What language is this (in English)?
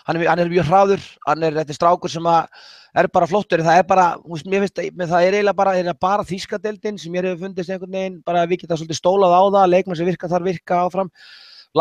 Icelandic